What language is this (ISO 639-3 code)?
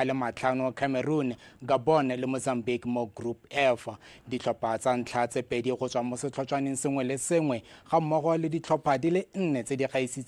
tsn